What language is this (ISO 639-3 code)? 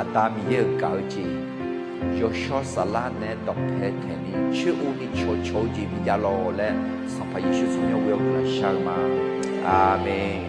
ahk